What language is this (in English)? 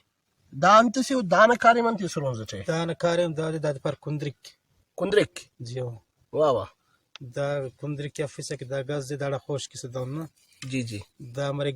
Brahui